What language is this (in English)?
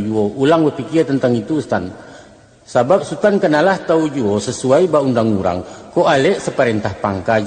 Minangkabau